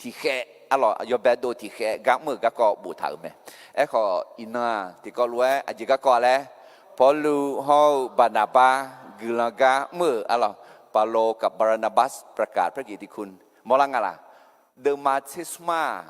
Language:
Akha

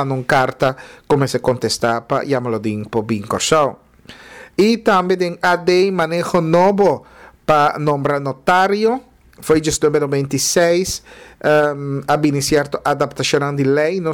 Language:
Papiamento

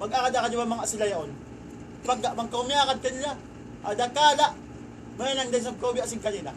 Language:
Tausug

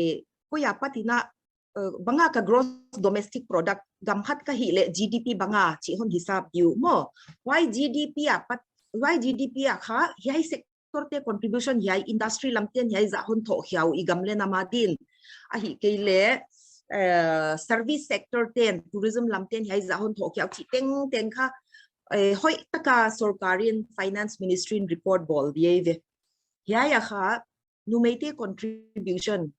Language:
Paite Chin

